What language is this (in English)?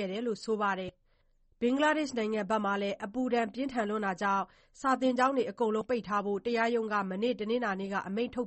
Burmese